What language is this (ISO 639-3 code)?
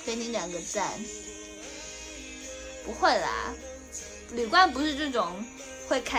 zho